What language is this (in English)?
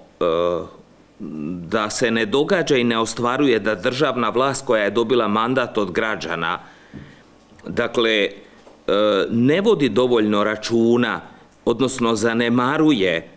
Croatian